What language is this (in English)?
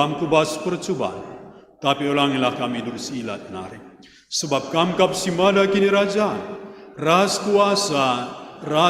Batak Karo